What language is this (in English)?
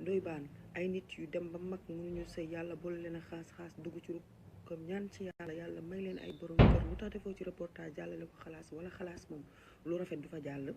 Wolof